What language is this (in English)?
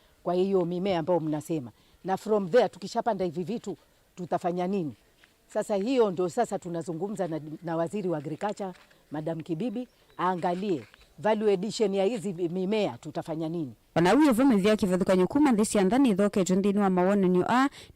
Kamba